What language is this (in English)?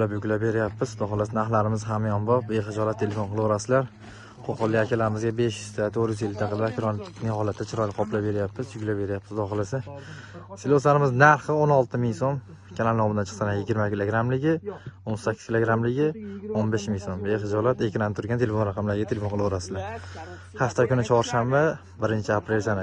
Uzbek